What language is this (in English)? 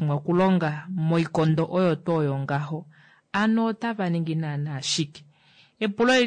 Kuanyama